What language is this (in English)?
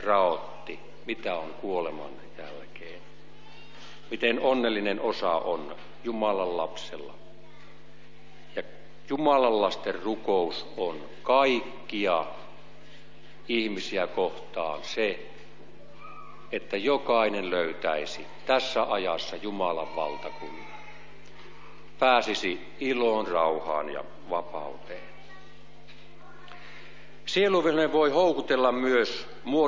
Finnish